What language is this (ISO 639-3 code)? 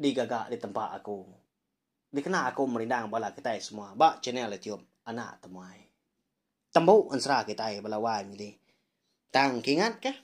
iba